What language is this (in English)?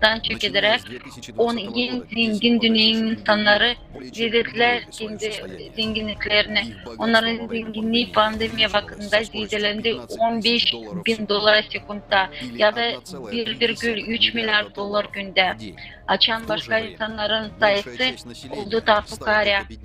Gagauz